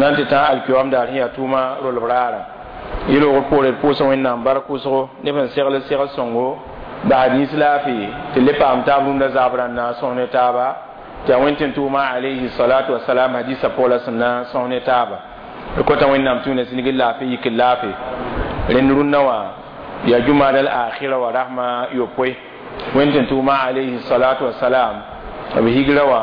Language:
Mossi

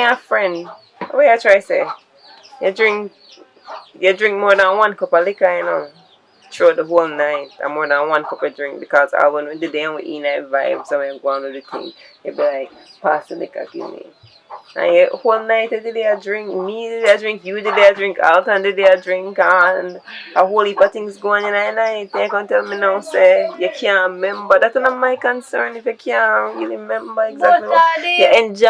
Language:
Jamaican Creole English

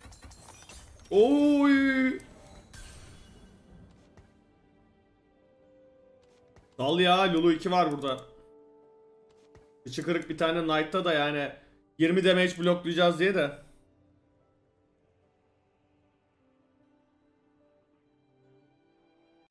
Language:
Turkish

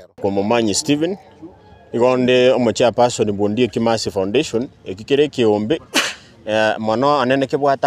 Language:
Gusii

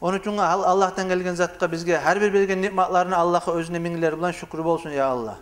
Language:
Kumyk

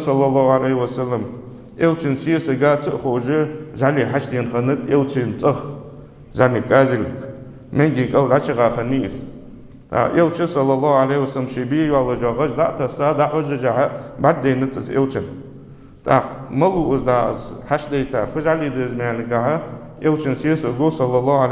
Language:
Ingush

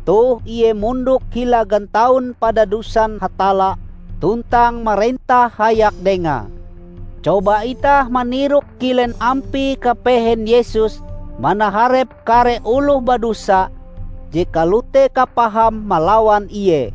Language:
Ngaju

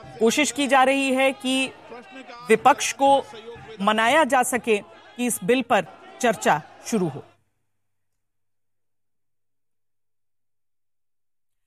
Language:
Hindi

